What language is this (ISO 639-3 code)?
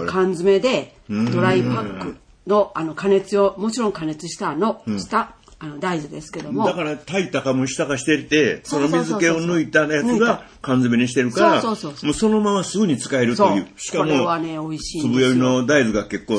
jpn